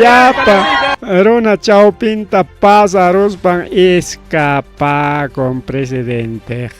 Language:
Ayacucho Quechua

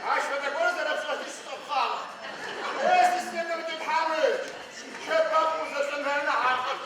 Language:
Adyghe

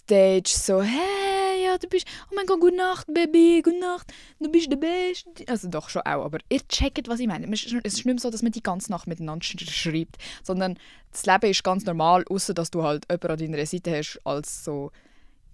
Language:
Swiss German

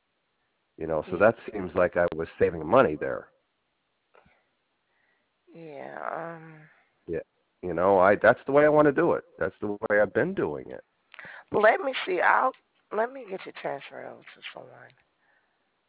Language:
English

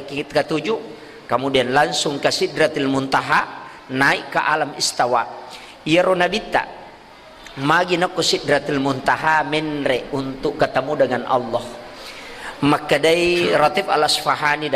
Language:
Buginese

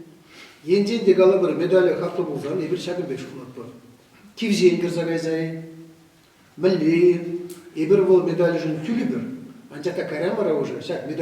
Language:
Chuvash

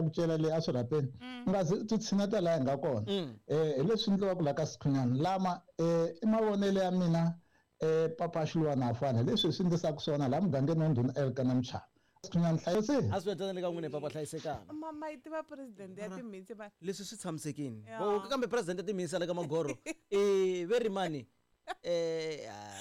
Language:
Tsonga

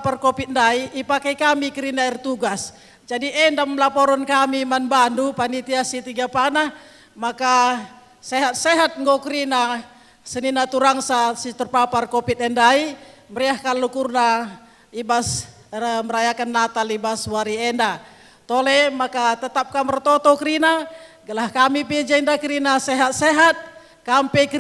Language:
Batak Karo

